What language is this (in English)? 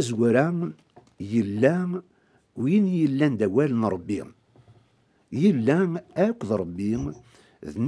Kabyle